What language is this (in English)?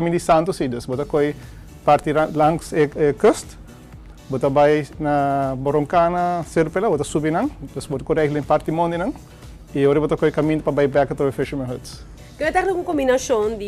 Papiamento